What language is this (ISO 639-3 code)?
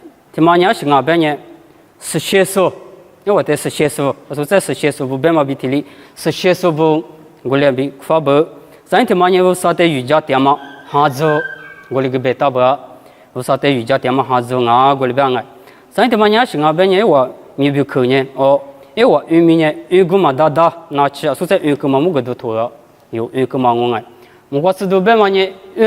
lis